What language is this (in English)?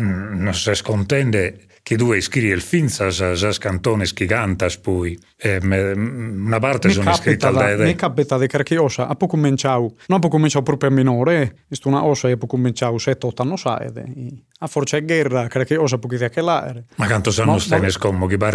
Sardinian